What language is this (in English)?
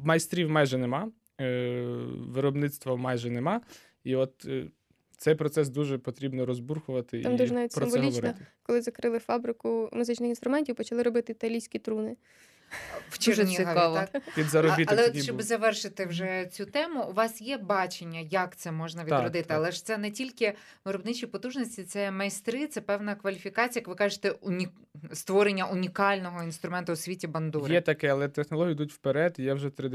Ukrainian